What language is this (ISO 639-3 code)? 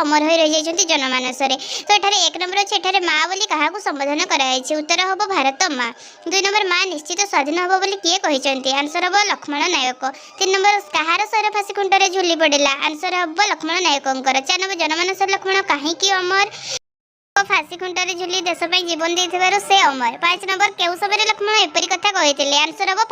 ori